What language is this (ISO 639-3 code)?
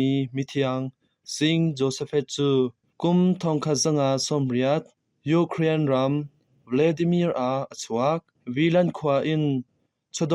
cnh